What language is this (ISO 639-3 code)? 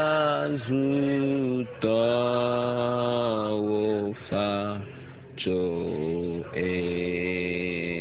ewe